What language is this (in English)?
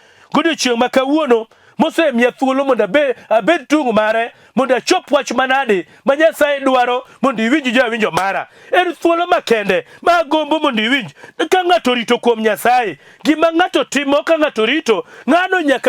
Luo (Kenya and Tanzania)